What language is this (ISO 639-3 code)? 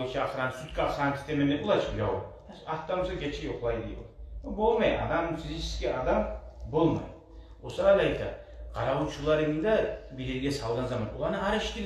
kum